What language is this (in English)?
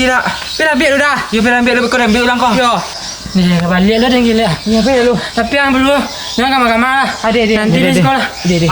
Minangkabau